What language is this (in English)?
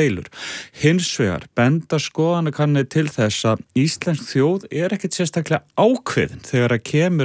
Icelandic